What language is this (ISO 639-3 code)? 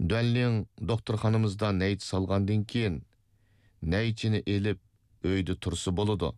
uig